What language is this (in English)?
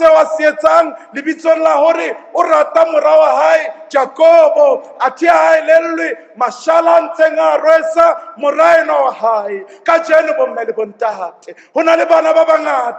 Southern Sotho